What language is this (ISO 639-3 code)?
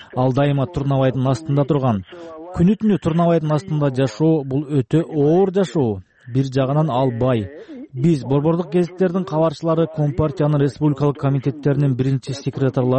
kir